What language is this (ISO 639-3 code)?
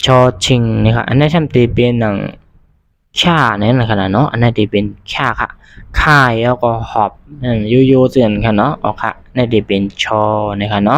shn